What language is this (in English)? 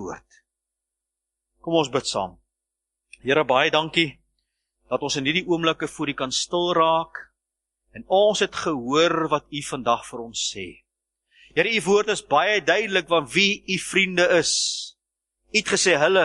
Afrikaans